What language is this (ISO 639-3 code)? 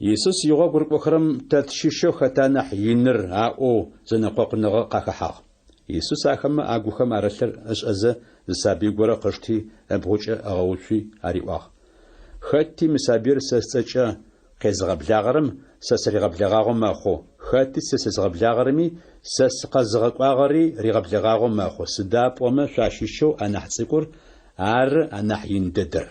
ady